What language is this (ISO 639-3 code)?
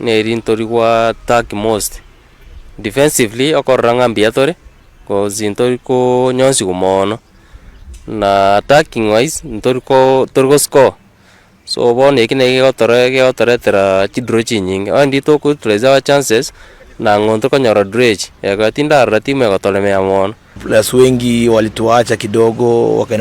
guz